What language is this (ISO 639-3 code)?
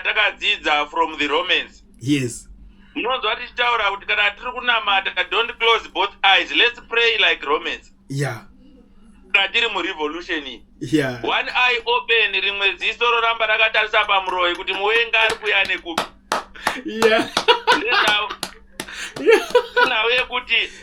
sna